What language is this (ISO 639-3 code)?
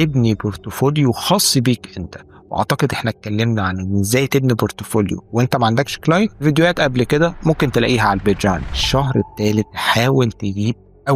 arz